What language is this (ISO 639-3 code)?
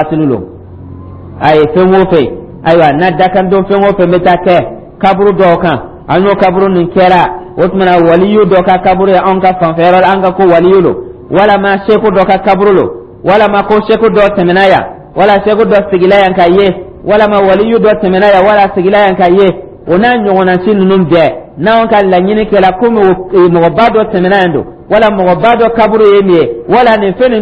dyu